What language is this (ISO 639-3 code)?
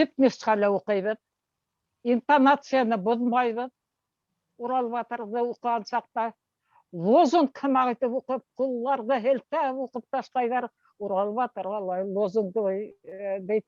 bak